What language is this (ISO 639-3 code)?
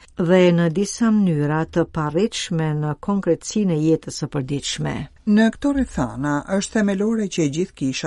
sqi